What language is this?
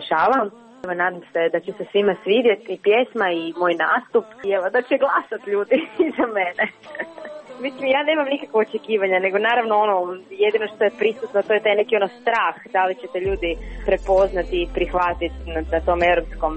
Croatian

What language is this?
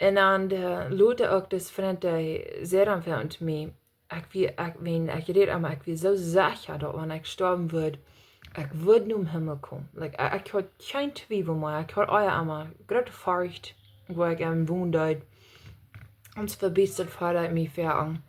Plautdietsch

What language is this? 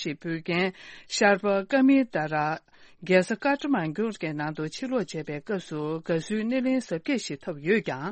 Tibetan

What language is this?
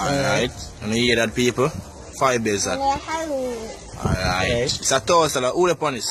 Jamaican Creole English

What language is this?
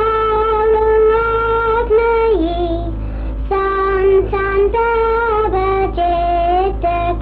Manx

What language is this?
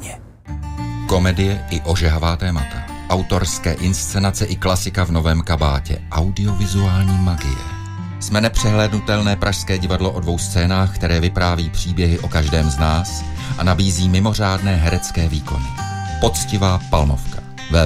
Czech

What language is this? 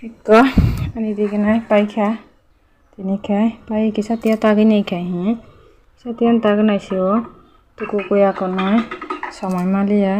Kok Borok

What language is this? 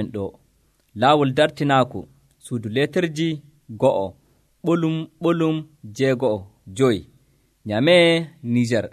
Nigerian Fulfulde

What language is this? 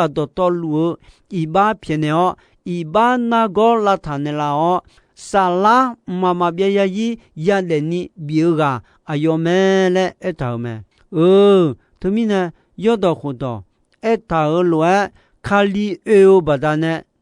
Akha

